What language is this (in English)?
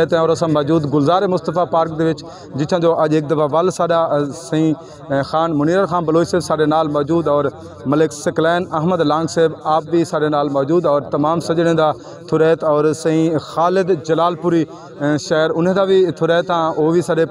Saraiki